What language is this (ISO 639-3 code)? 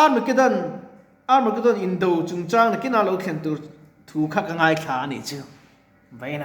lus